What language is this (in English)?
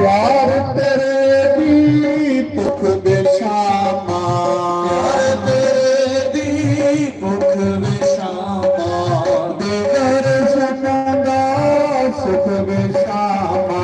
Dogri